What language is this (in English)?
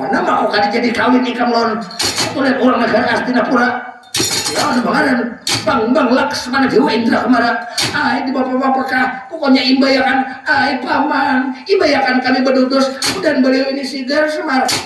Banjar